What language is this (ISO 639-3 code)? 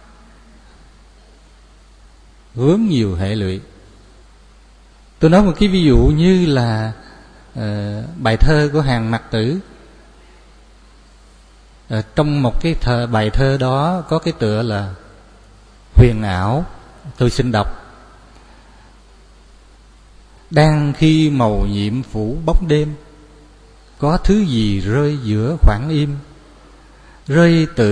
vie